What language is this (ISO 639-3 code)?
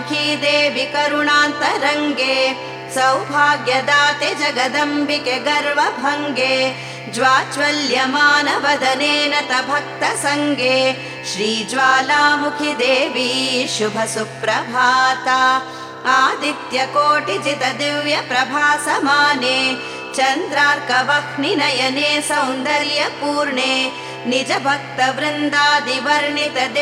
kan